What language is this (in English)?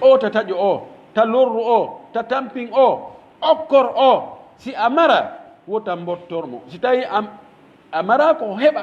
Pular